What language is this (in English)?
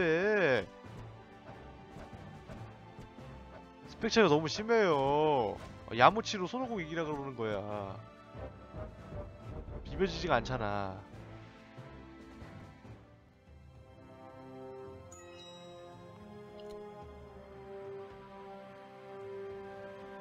Korean